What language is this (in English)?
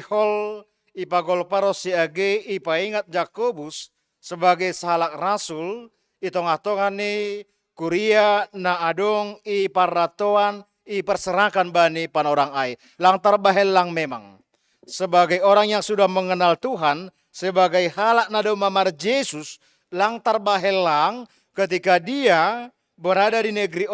Batak Simalungun